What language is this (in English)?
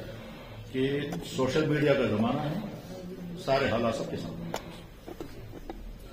Urdu